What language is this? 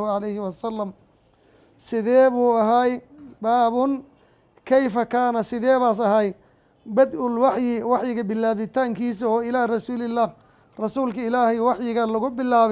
Somali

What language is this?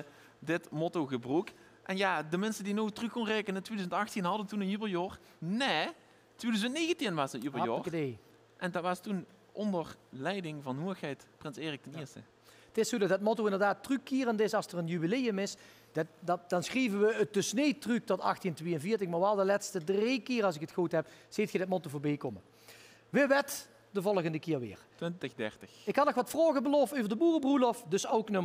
Limburgish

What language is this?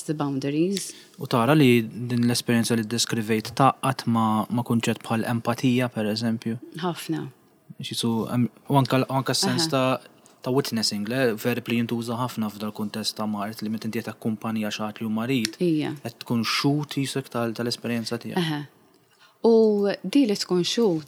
Maltese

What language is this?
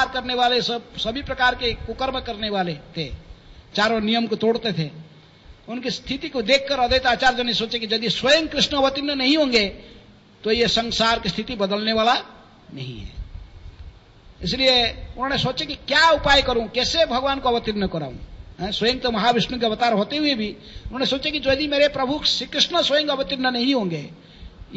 Hindi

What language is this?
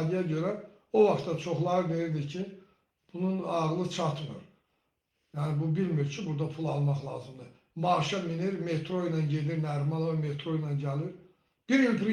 Azerbaijani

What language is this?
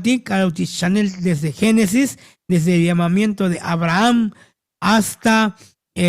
Tzotzil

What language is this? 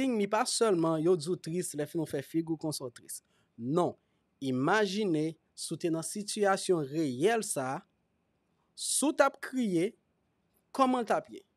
Haitian Creole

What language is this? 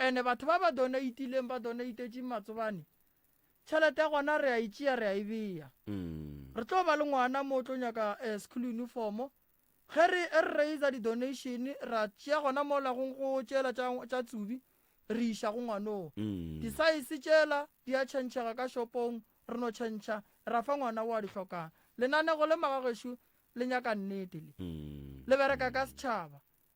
Northern Sotho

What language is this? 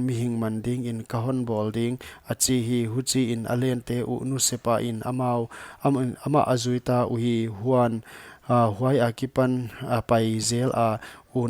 Paite Chin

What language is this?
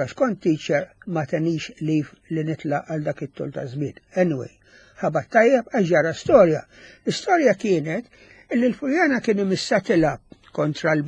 Maltese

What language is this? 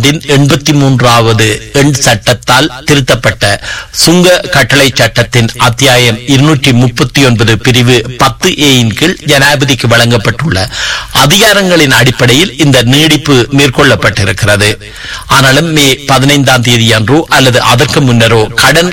Tamil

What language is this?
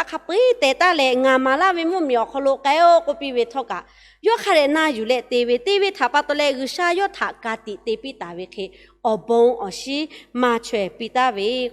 Lahu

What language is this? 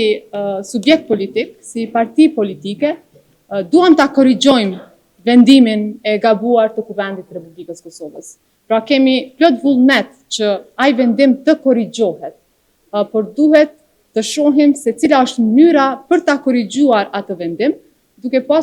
Albanian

